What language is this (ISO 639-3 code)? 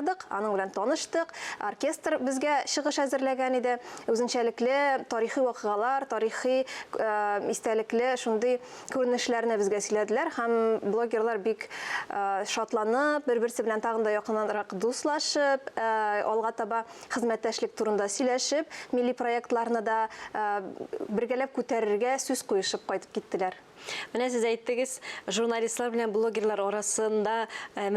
tat